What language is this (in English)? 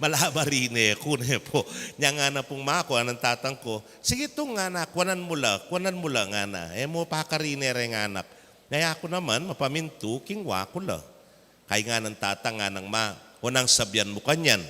Pampanga